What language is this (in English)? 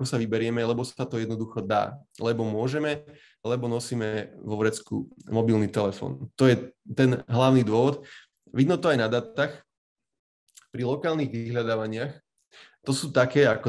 Slovak